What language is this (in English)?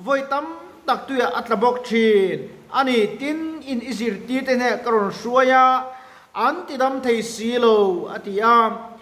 Mizo